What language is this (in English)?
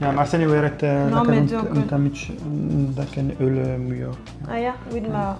Breton